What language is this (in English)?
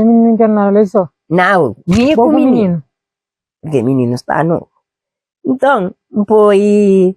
Kabuverdianu